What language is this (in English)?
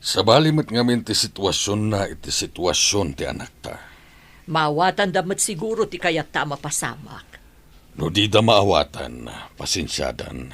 Iloko